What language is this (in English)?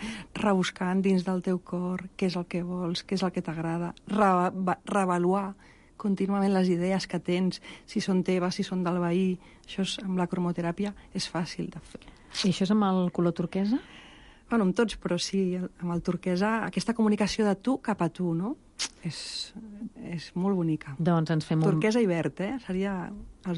Catalan